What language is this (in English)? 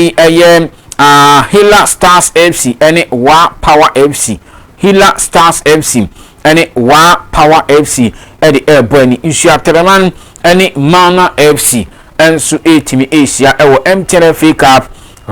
Akan